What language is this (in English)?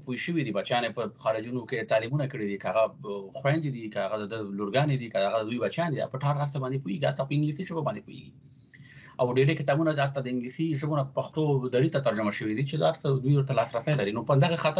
Pashto